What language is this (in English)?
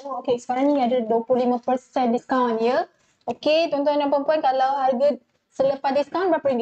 Malay